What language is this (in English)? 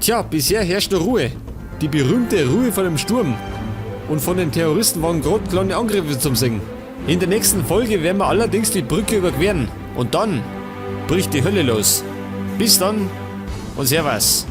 Bavarian